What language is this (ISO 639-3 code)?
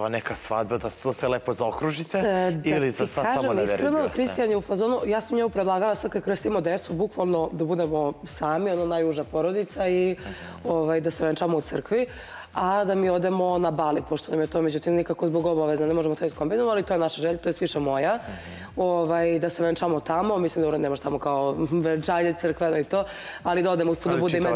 srp